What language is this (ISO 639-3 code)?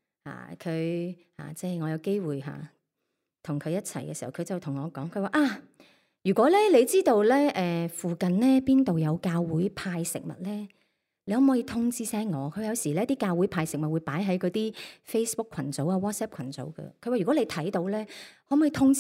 yue